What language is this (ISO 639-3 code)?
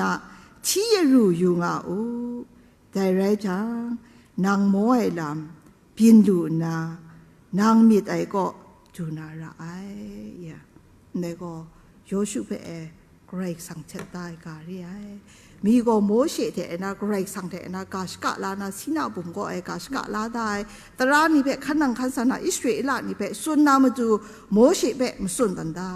kac